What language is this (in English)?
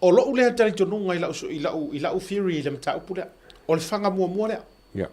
Samoan